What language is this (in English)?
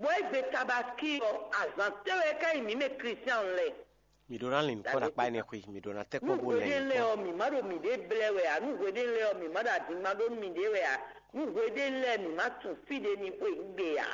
Fon